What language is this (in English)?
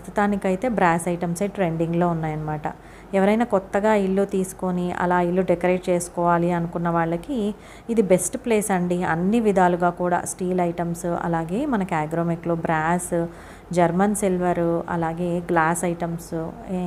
Telugu